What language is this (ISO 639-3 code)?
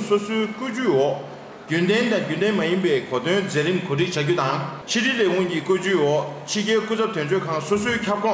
bod